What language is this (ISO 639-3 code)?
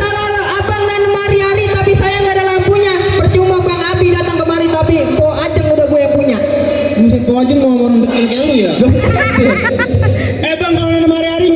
bew